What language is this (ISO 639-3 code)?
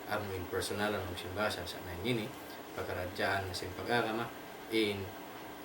tsg